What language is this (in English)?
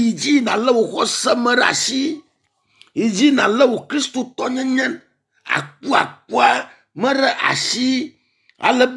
Ewe